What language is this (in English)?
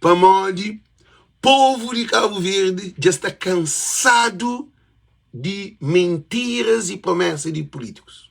Kabuverdianu